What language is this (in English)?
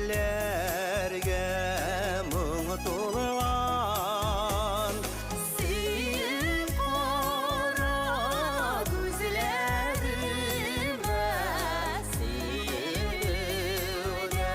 Bashkir